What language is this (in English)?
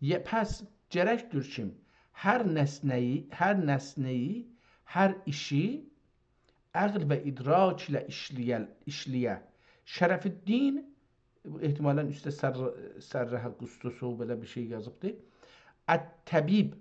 South Azerbaijani